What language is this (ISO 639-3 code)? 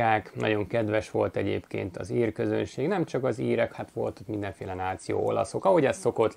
hun